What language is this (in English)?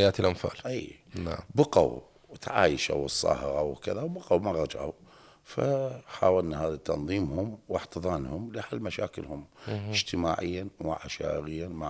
Mesopotamian Arabic